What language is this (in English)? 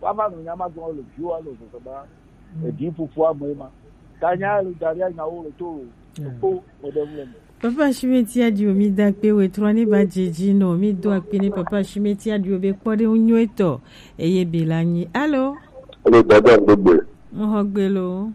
Gen